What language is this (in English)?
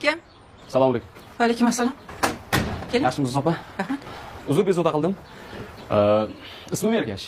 Uzbek